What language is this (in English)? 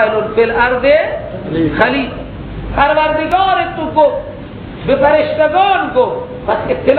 Persian